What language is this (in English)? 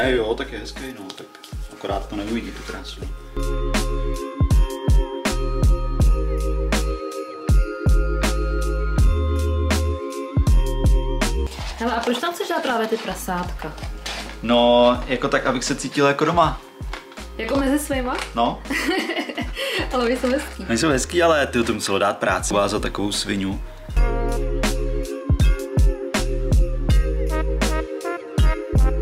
Czech